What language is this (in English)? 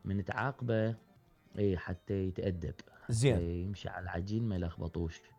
Mesopotamian Arabic